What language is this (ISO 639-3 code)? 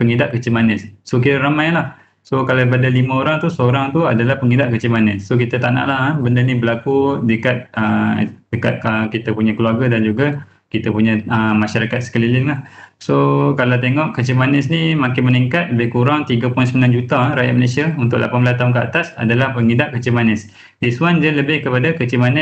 msa